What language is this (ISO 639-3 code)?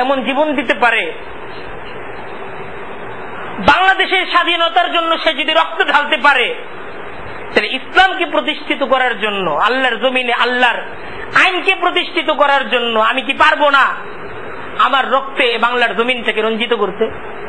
ben